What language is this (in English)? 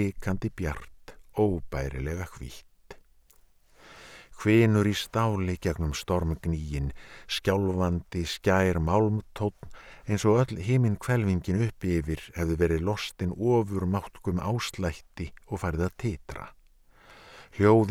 Icelandic